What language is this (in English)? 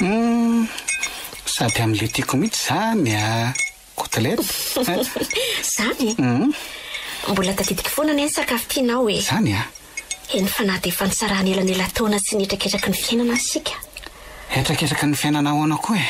Malagasy